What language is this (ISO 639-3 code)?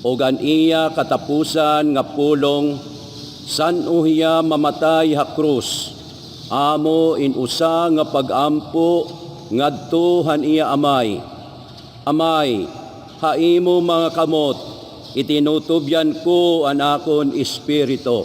war